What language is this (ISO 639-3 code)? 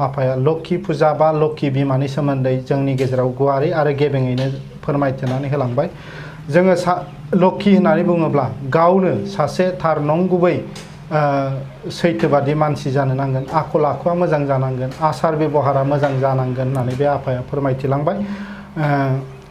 brx